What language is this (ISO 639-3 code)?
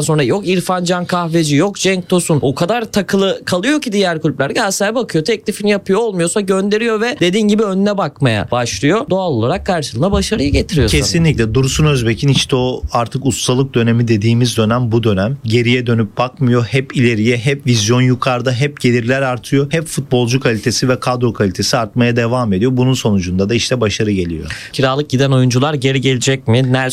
tur